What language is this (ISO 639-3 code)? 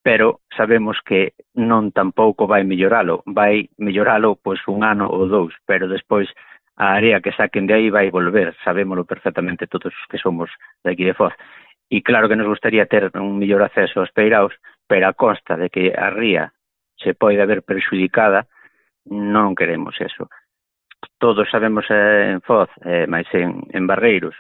glg